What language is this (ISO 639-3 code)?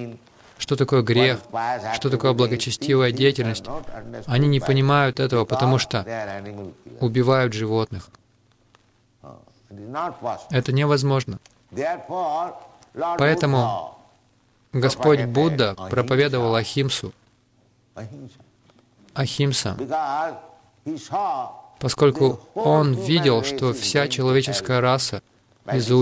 rus